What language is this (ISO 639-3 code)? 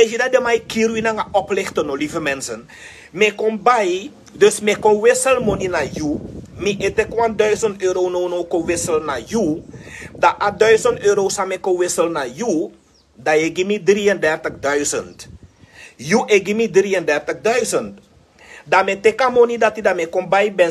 srn